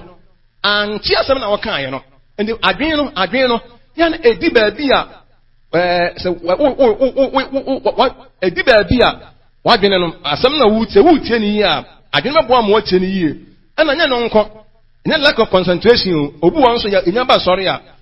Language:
Akan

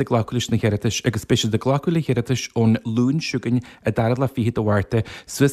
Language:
Irish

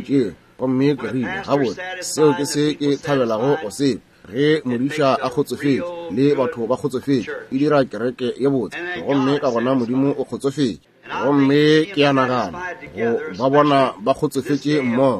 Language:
Northern Sotho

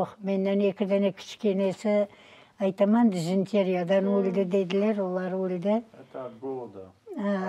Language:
Crimean Tatar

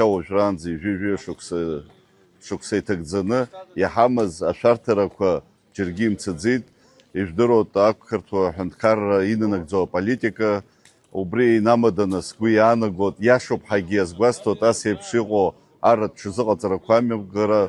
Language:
Abkhazian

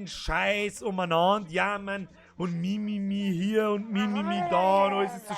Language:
Bavarian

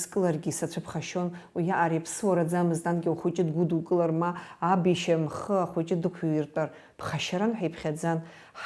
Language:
Abkhazian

